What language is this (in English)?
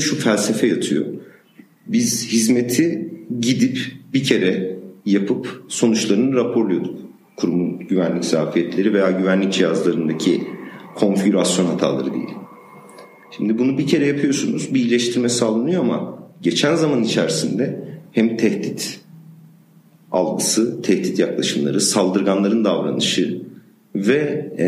Turkish